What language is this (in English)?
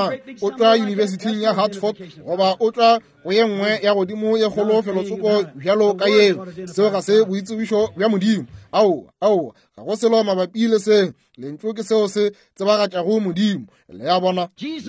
Northern Sotho